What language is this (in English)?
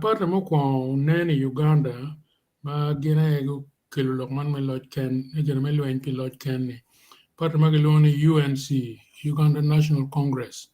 Acoli